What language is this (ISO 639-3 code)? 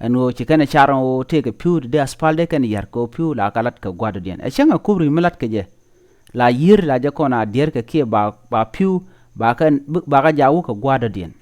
nus